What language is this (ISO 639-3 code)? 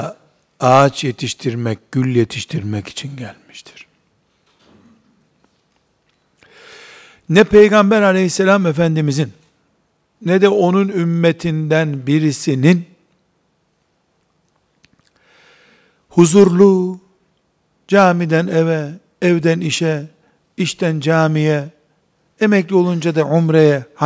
tur